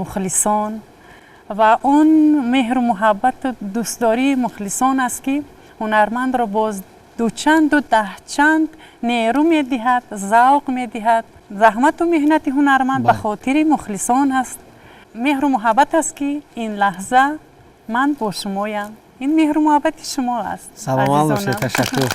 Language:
Tajik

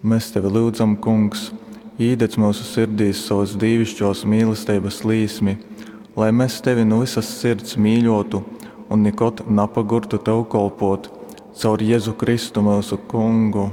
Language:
Latgalian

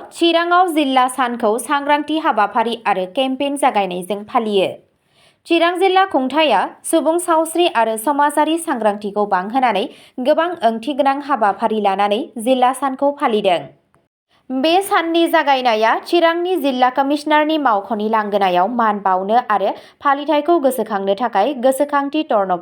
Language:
Bodo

